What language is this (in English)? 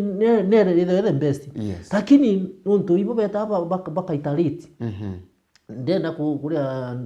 Meru